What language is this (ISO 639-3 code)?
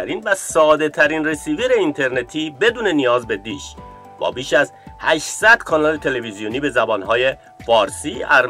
fas